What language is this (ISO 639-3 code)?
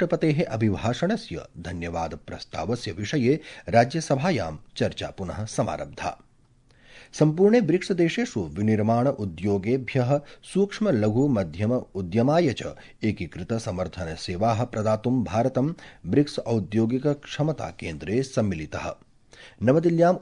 san